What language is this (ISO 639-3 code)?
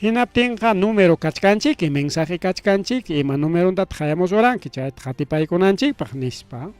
quy